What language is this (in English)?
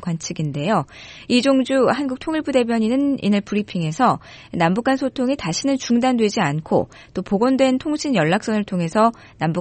Korean